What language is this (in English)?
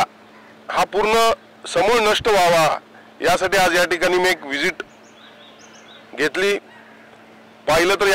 Marathi